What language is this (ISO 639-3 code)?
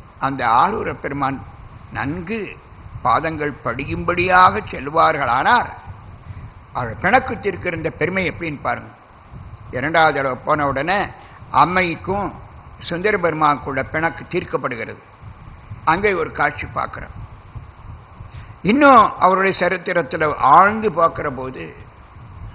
tam